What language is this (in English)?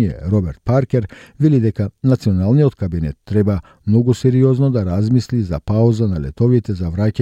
Macedonian